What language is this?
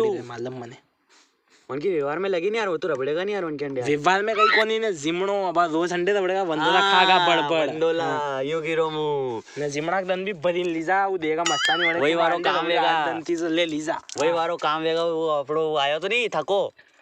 Rajasthani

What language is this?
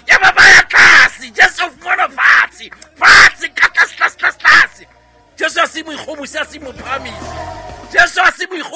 Southern Sotho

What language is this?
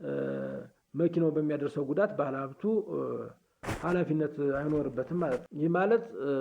Amharic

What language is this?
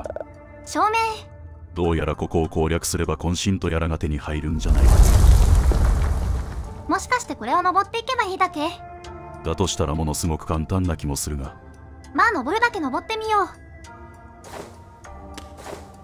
Japanese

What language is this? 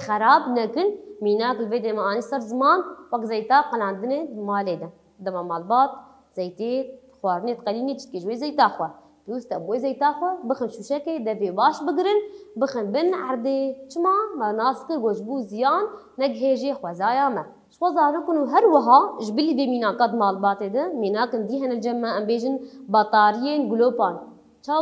Kurdish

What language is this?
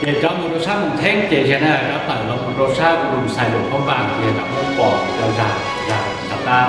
Hmong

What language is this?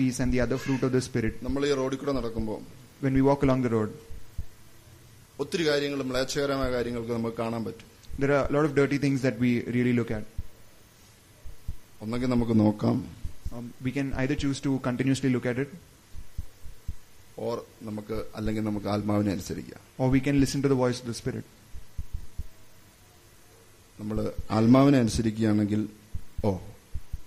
Malayalam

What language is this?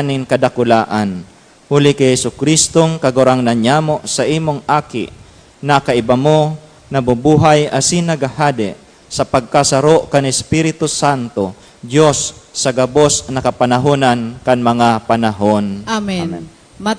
Bikol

